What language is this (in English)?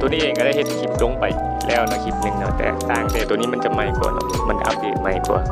Lao